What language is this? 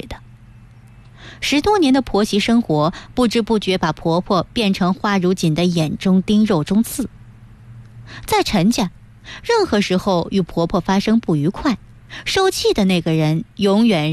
Chinese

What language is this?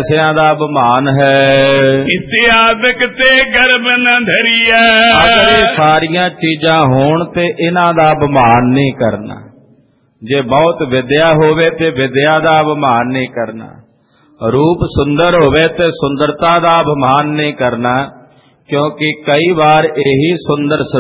Punjabi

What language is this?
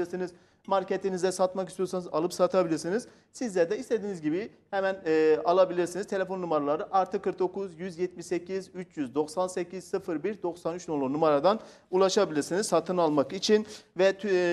Turkish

